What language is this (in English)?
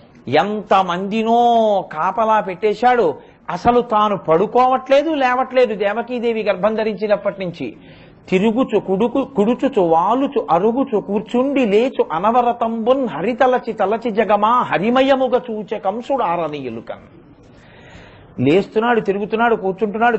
Telugu